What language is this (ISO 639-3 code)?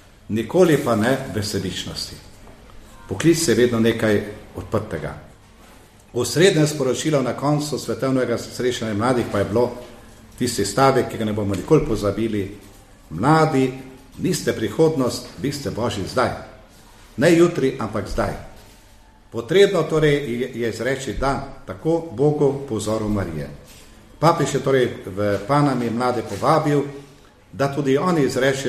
slv